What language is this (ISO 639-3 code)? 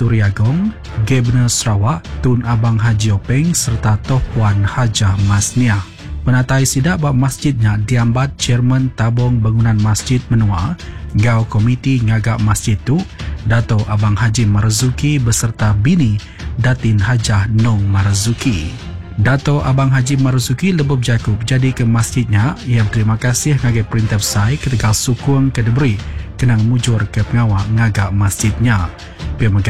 iba